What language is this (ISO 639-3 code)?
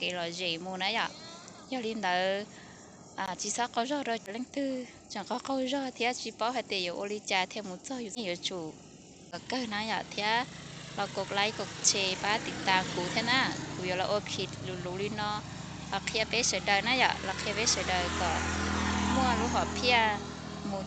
hmn